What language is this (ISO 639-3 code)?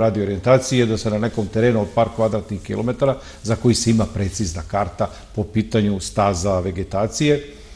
srp